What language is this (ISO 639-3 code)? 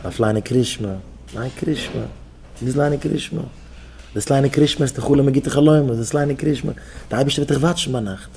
yid